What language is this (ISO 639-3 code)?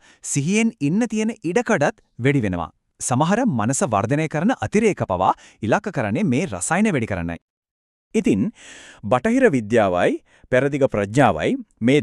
sin